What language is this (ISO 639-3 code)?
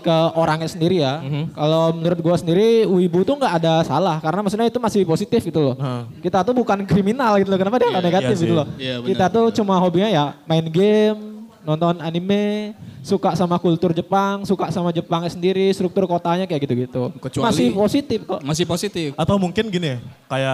ind